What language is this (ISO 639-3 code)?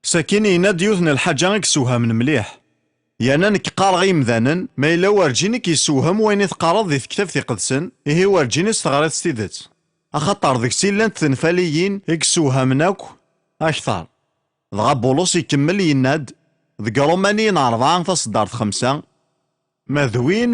kab